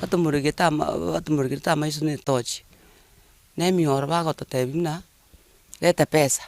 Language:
Gusii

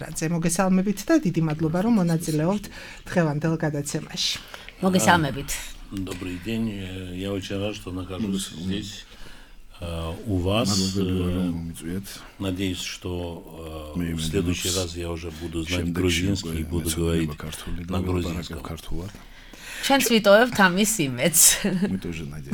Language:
Georgian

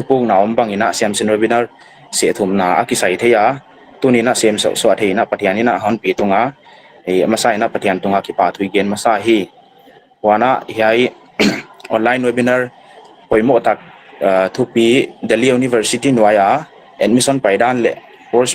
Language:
Paite Chin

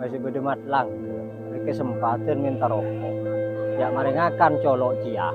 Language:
Madurese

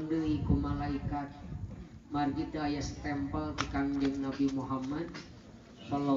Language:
Sundanese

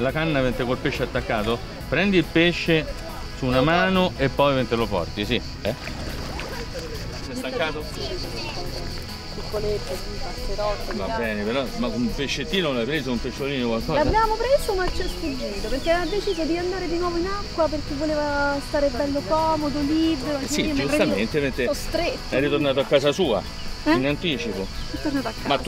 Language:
Italian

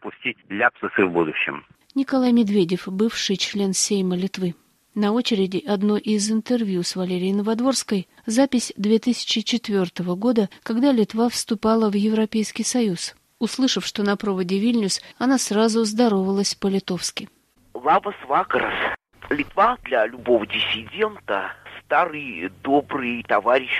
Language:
Russian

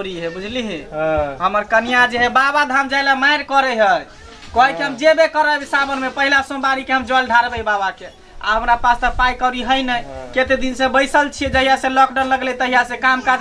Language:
Maithili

